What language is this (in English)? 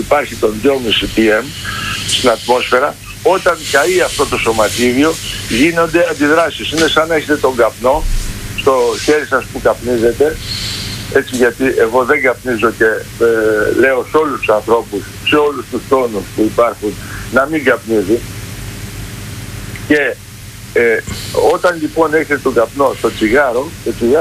Greek